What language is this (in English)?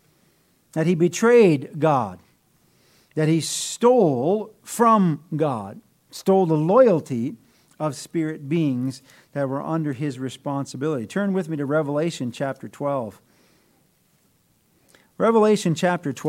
English